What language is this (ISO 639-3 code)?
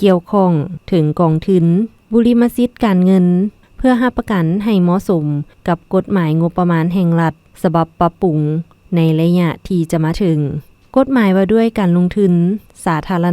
lao